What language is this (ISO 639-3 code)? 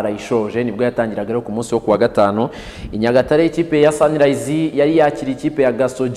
kin